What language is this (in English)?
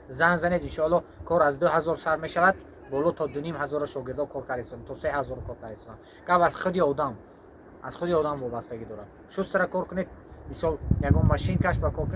Tajik